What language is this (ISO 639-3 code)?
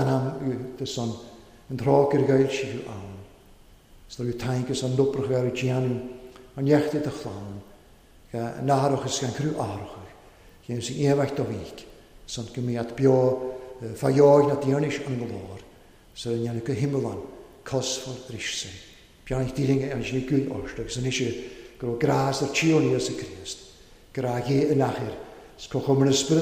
cym